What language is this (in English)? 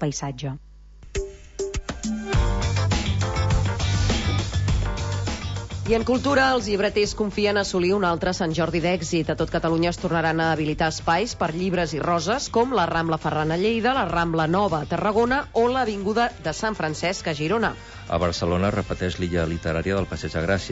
Catalan